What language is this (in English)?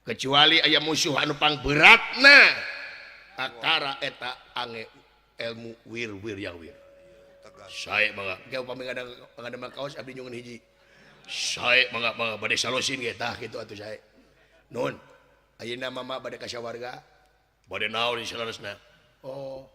Sundanese